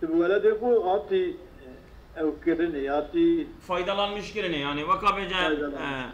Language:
Kurdish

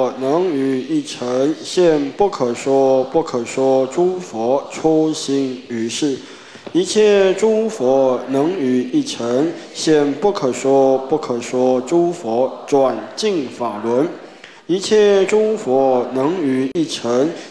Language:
Chinese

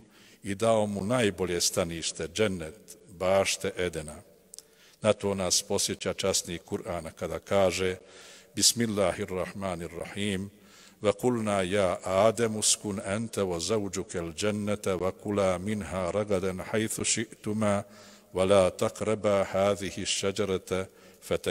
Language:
Bosnian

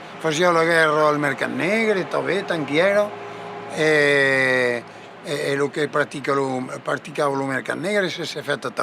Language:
Occitan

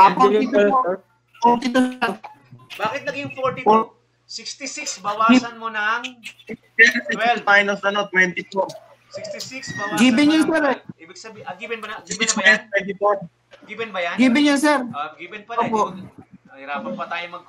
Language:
Filipino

